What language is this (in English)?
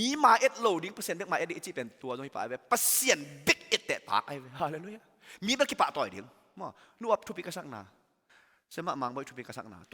Tedim Chin